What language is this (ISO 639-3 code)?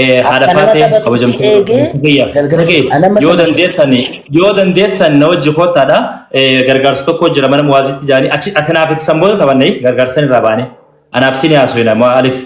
orm